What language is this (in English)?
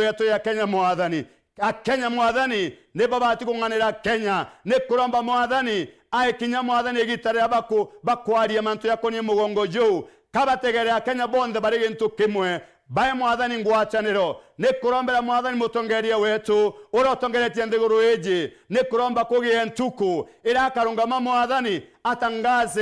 Meru